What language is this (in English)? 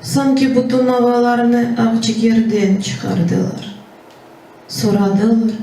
Crimean Tatar